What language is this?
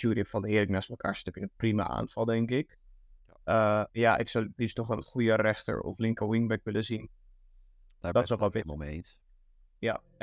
Dutch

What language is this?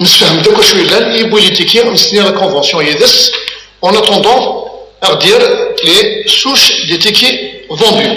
Kabyle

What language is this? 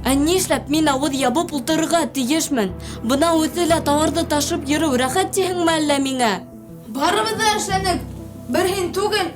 Bashkir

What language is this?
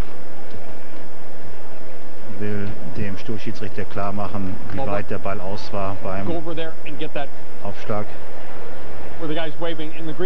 German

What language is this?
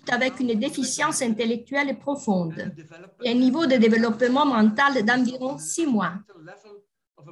French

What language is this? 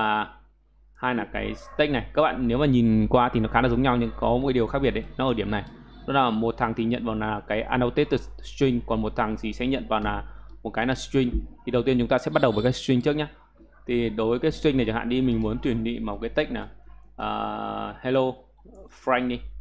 Vietnamese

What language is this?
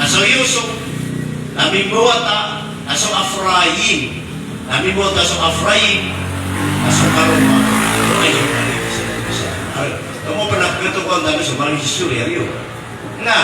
Maranao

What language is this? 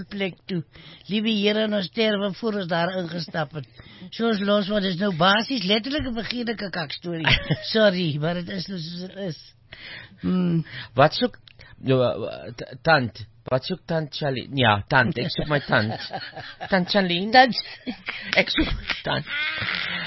Afrikaans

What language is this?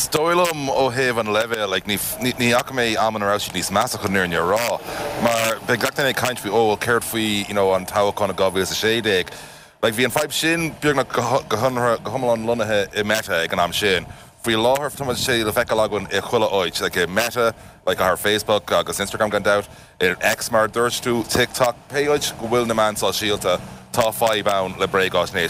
Irish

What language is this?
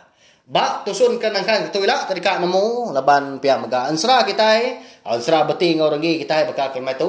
Iban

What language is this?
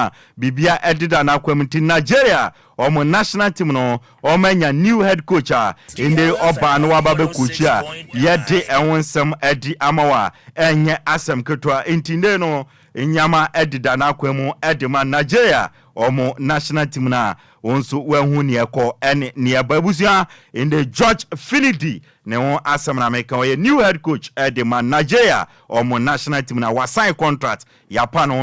Akan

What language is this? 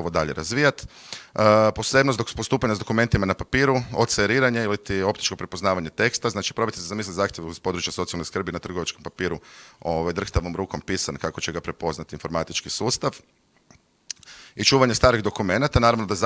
Croatian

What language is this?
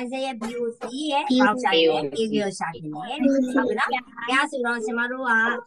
Burmese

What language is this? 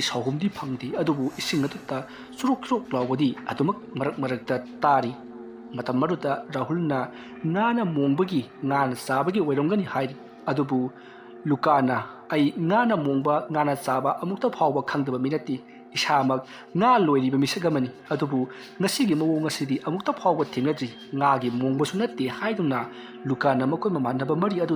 Manipuri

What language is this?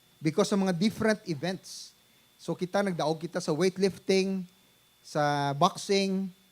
Hiligaynon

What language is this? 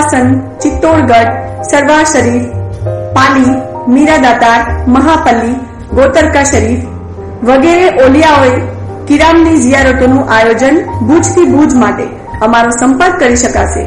Gujarati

